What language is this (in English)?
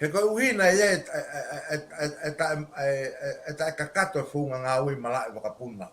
Tongan